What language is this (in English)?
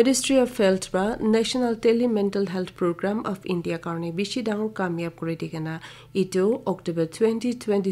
Naga Pidgin